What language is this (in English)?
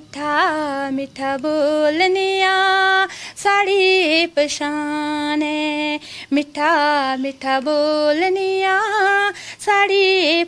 Dogri